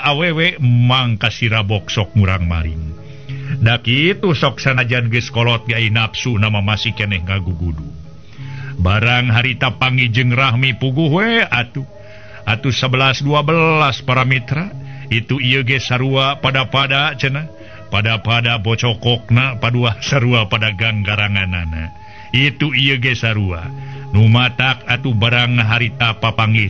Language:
Sundanese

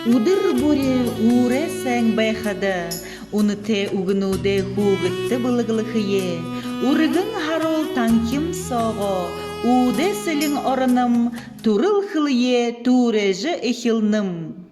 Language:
Buriat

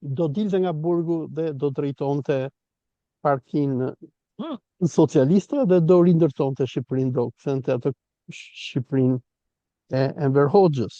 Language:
Albanian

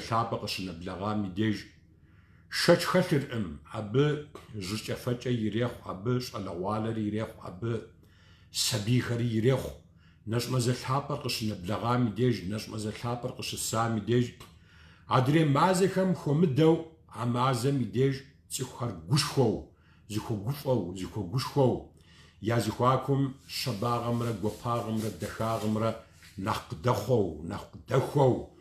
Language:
Kabardian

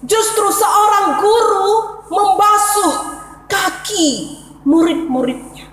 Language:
Batak Karo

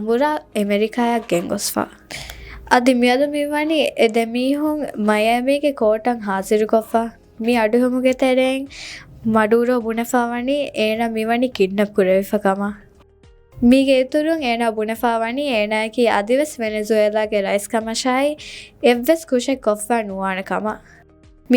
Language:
Divehi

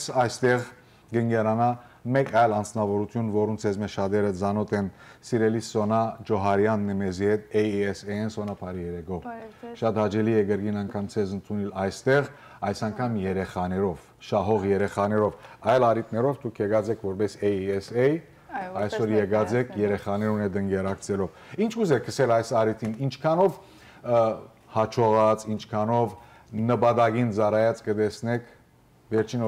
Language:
Western Armenian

